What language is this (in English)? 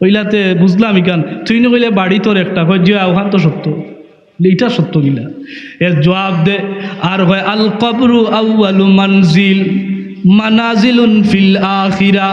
Sylheti